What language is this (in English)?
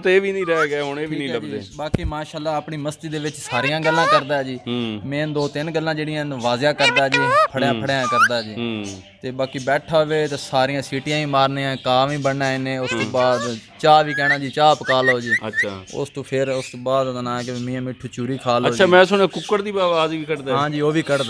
Punjabi